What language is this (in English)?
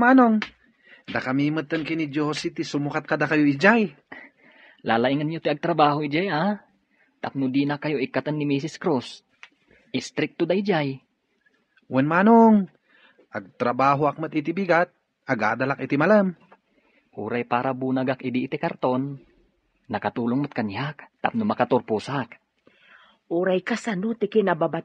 Iloko